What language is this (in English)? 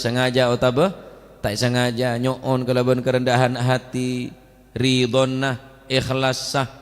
Madurese